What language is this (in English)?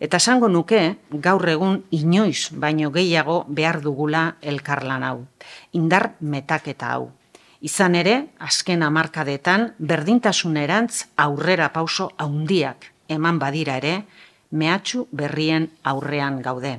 Basque